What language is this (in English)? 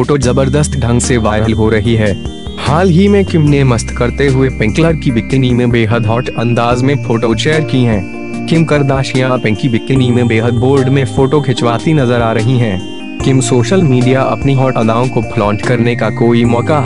Hindi